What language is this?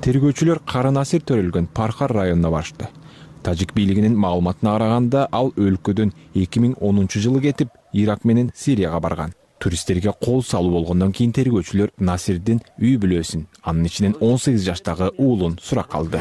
Kyrgyz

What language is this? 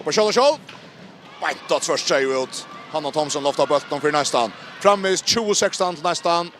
Faroese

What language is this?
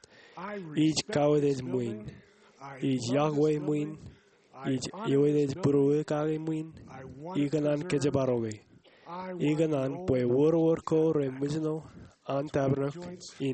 Marshallese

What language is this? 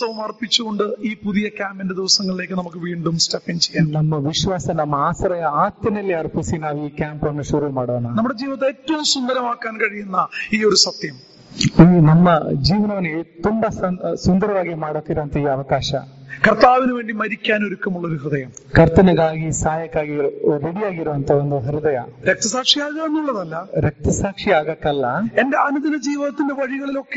Malayalam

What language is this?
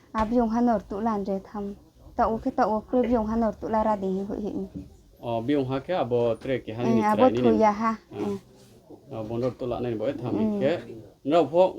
Riang (India)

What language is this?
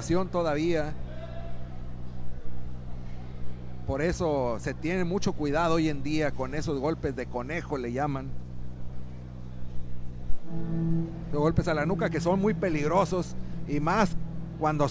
Spanish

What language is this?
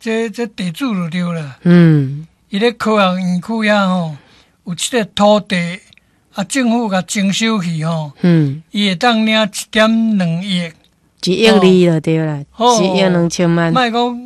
Min Nan Chinese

